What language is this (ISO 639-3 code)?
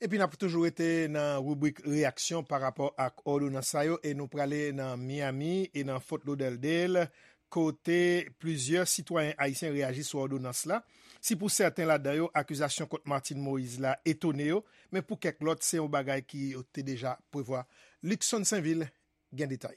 hat